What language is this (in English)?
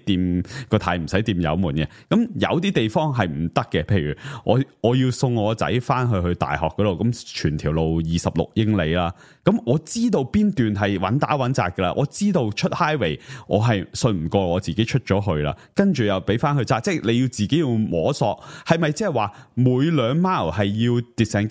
Cantonese